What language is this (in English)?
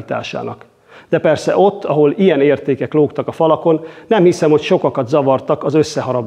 Hungarian